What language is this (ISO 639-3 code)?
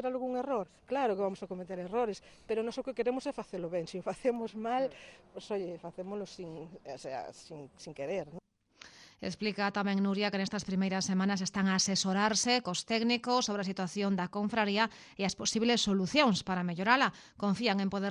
glg